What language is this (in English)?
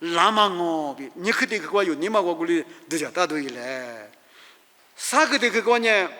Lisu